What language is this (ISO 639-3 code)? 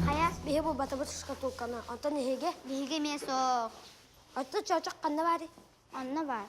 sah